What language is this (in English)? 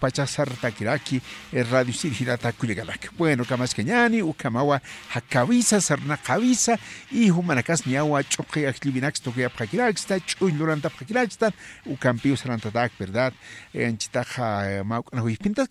Aymara